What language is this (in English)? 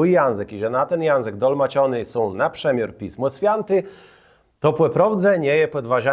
Kashubian